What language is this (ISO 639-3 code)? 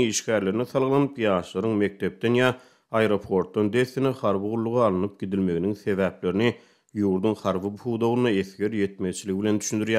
tuk